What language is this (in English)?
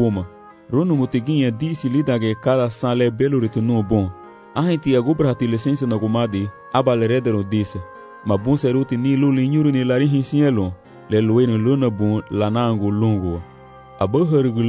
Garifuna